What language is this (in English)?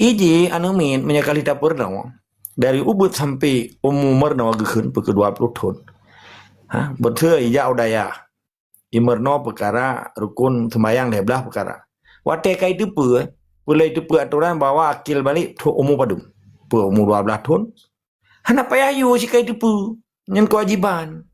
Achinese